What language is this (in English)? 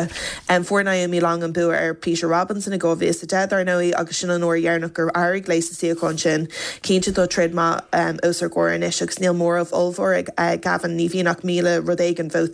Irish